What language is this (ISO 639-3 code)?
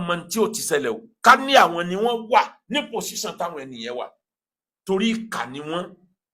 yor